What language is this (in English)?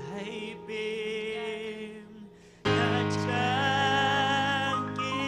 Ayacucho Quechua